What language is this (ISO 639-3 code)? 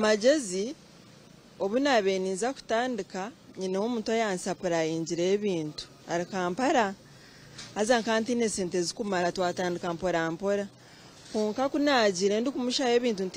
nyn